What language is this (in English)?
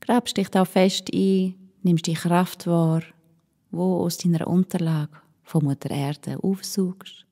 Swiss German